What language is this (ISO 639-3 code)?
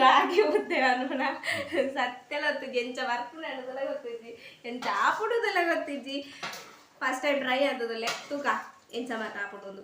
tcy